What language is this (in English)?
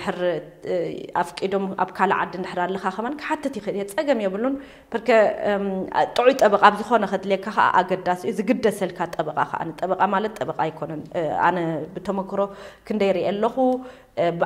Tigrinya